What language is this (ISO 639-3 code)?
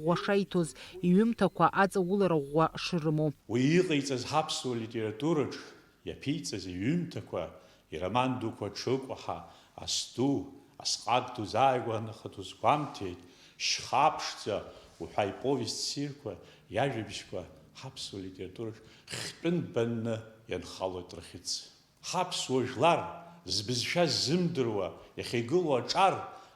abk